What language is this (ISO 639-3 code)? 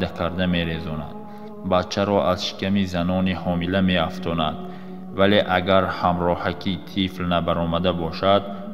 tgk